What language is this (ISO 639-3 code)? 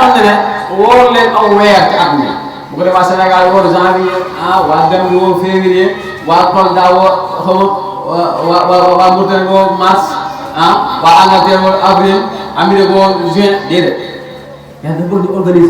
wol